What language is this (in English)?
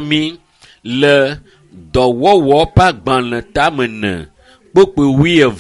Ewe